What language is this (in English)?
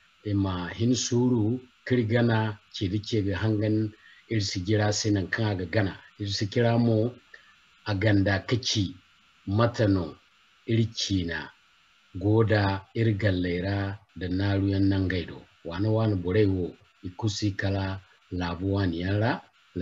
Zarma